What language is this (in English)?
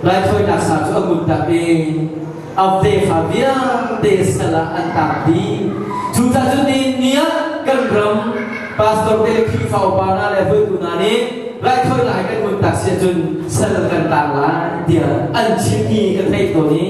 Hakha Chin